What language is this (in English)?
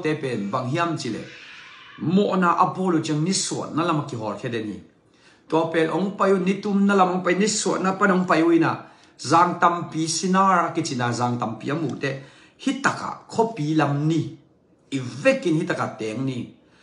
Tedim Chin